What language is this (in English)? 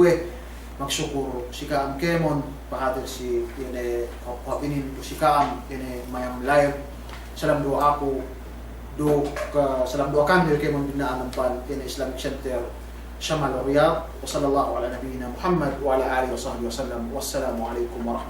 Yakan